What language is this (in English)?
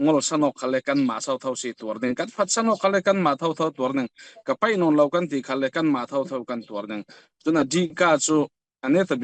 Falam Chin